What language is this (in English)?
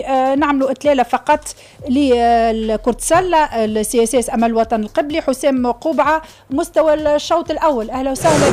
Tunisian Arabic